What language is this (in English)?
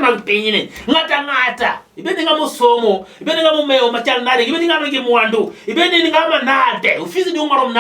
Luo (Kenya and Tanzania)